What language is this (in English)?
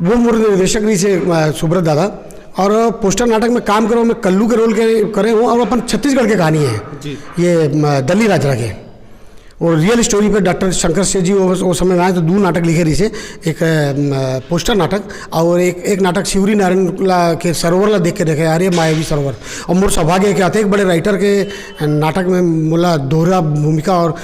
Chhattisgarhi